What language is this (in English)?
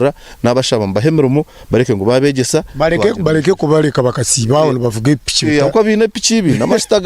Nyankole